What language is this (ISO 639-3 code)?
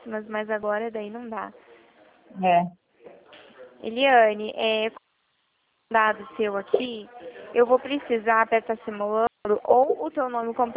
por